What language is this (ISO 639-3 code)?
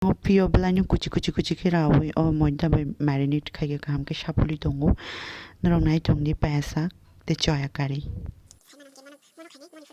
trp